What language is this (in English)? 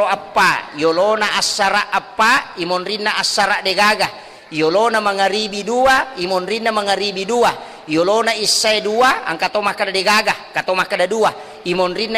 Buginese